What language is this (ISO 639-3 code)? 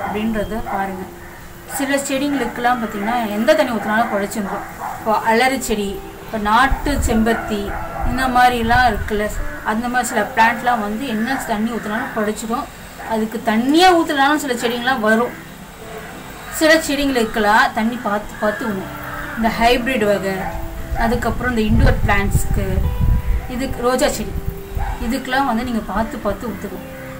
tam